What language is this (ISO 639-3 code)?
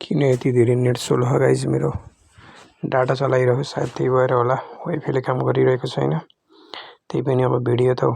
nep